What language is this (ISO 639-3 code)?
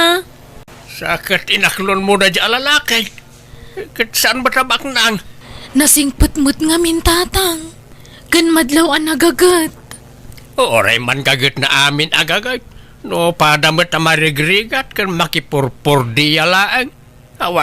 ilo